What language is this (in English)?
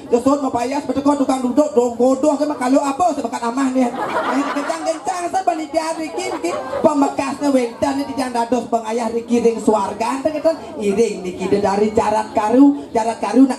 Balinese